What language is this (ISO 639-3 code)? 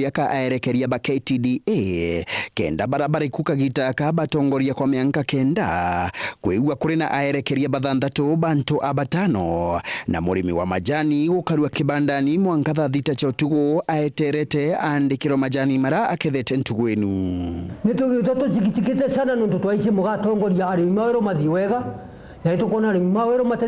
mer